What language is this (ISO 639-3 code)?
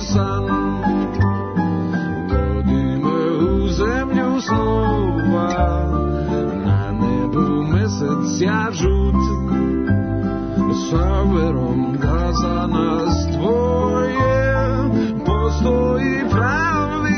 srp